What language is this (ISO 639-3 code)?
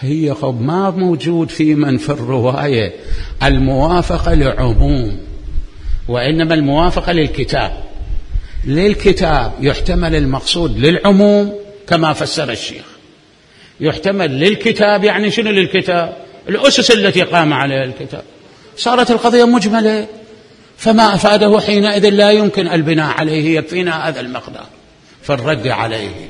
acm